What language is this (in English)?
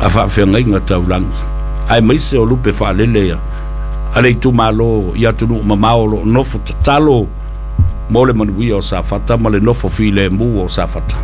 Samoan